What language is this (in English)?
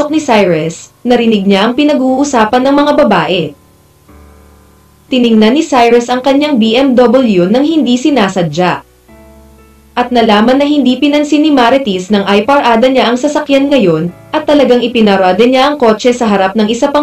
Filipino